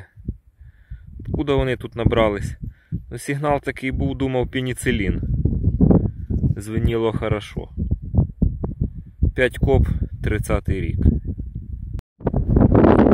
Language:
Ukrainian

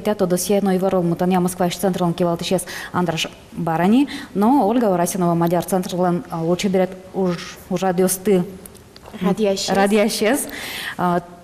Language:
Udmurt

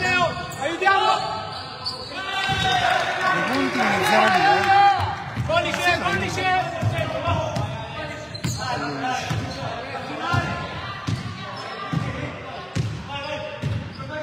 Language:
Italian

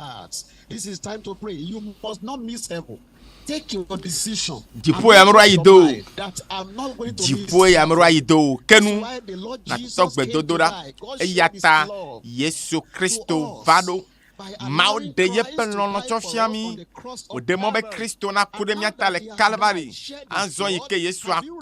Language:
Ewe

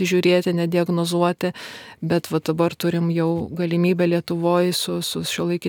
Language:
Lithuanian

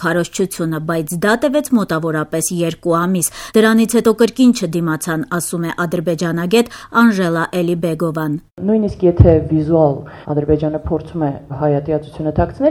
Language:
Armenian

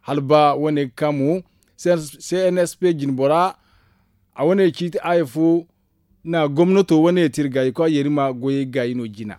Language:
Zarma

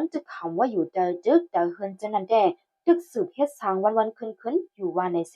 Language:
Shan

